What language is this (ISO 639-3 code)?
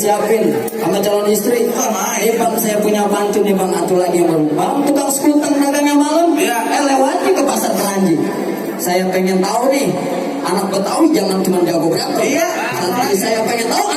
bew